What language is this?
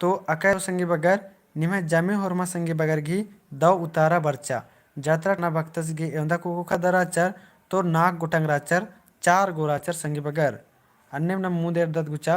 Kurukh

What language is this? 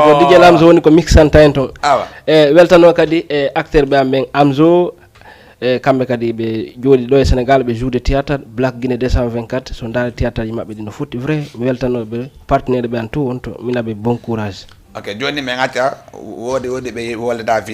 Fula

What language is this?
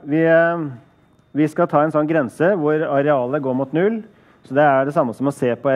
Norwegian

